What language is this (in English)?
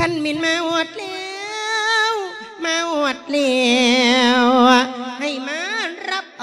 Lao